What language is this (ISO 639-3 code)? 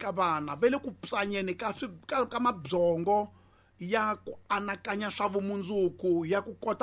tso